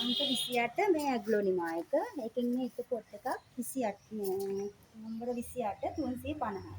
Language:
Sinhala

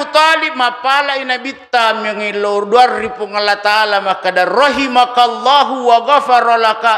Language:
Buginese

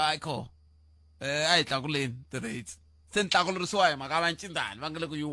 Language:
Tsonga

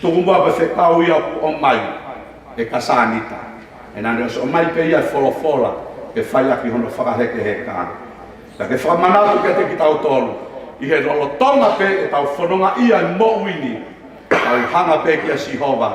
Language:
Tongan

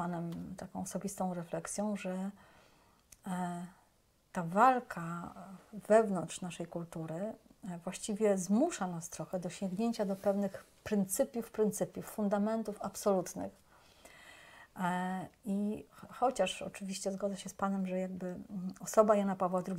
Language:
Polish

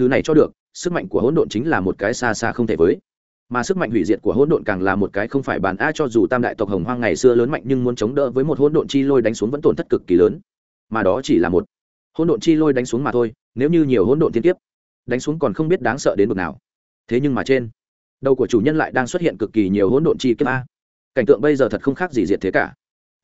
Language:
Vietnamese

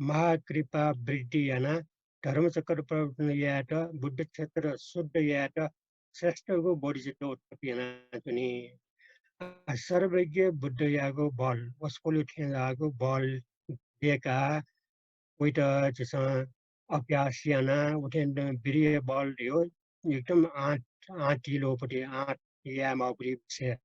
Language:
Newari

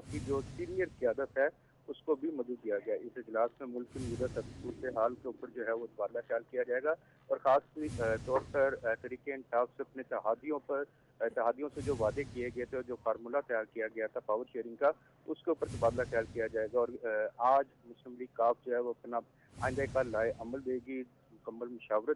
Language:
Urdu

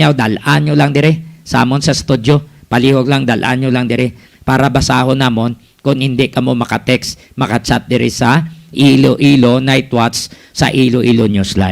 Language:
Hiligaynon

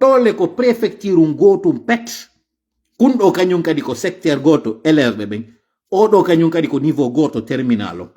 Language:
Fula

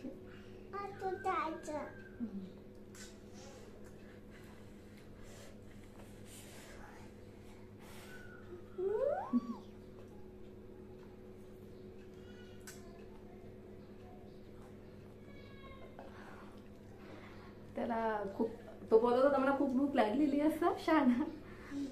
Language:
Marathi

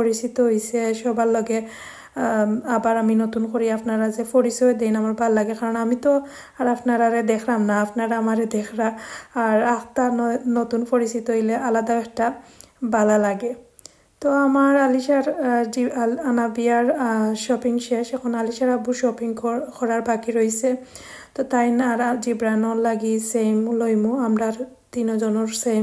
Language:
Sylheti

